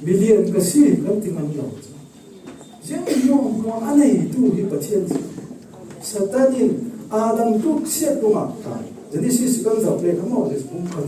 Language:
Falam Chin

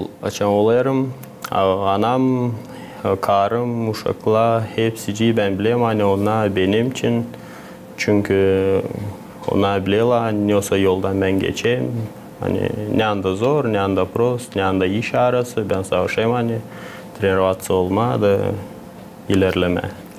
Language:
Gagauz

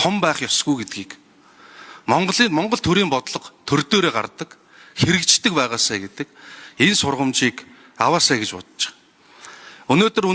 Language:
Mongolian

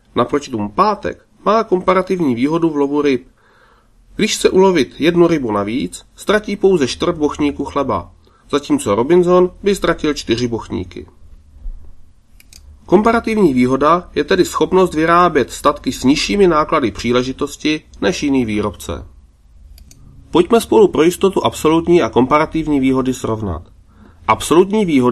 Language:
Czech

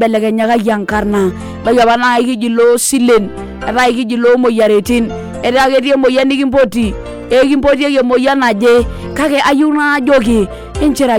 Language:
Masai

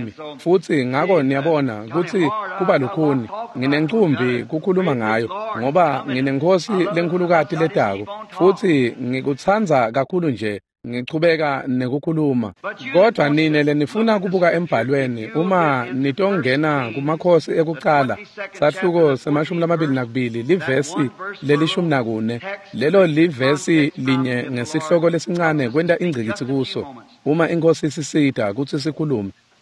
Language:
Swati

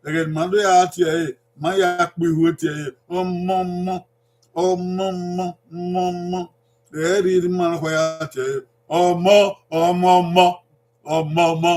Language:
Bini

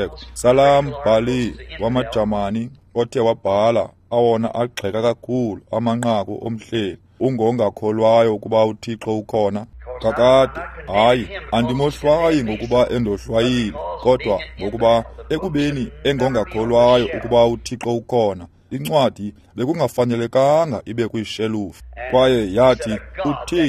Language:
Xhosa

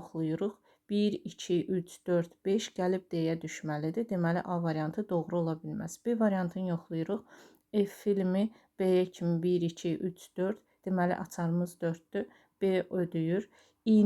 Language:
Azerbaijani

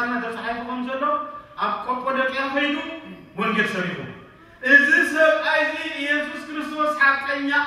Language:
Tigrinya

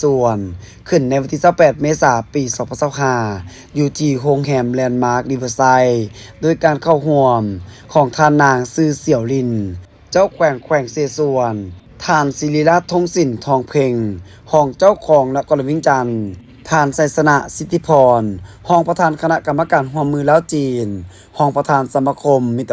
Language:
Lao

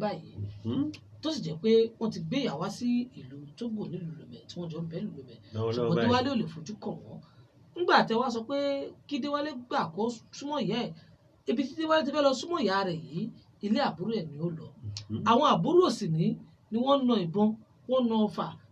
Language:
Yoruba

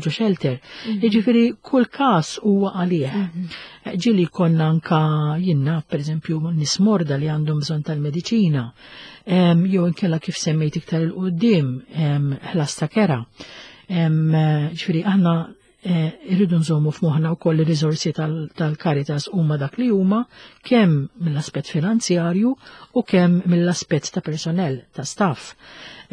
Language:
Maltese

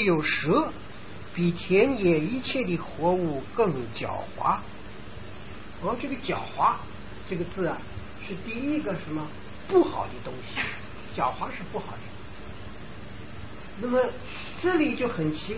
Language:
Chinese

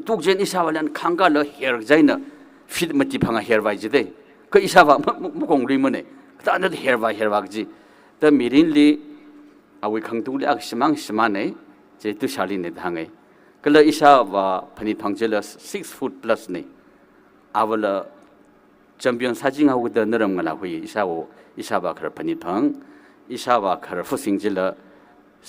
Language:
Tangkhul Naga (India)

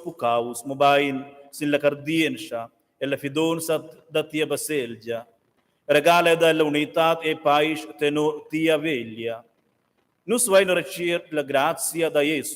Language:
Romansh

